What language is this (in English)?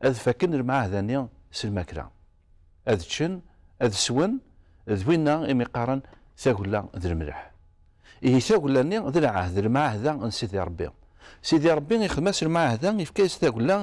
Kabyle